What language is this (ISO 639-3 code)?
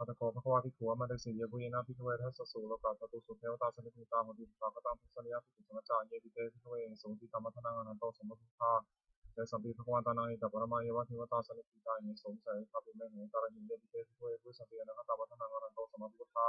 pli